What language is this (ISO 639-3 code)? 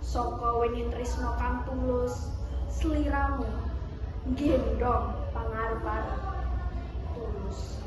jav